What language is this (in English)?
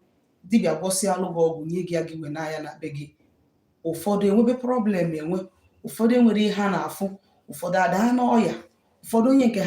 Igbo